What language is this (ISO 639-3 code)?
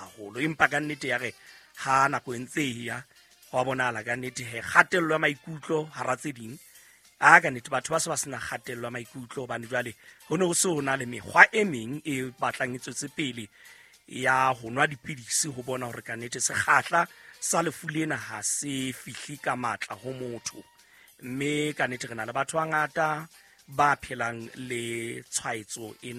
sot